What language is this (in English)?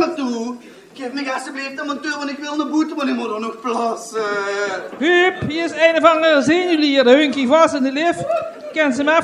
Limburgish